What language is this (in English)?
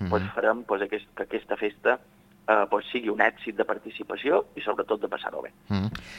Catalan